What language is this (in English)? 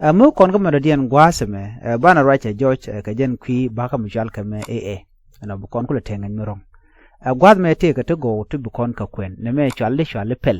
Nuer